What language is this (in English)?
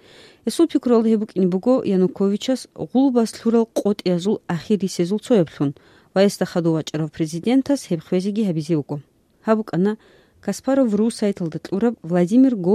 Avaric